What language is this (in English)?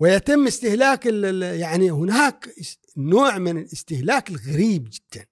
Gulf Arabic